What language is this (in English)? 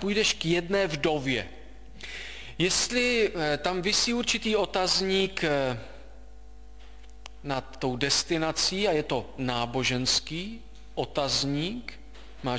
Czech